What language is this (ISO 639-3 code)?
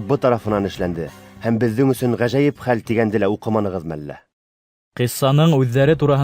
bak